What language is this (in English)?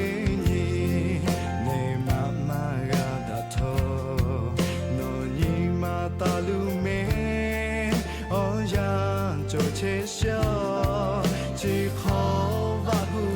Lahu